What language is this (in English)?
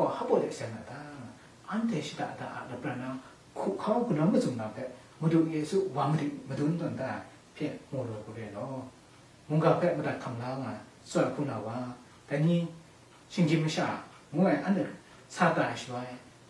Kachin